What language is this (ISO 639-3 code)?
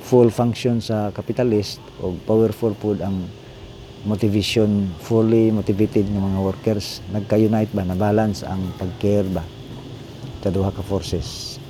ceb